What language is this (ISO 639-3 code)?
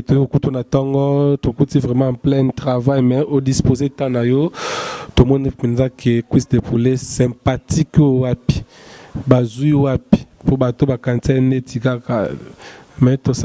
lin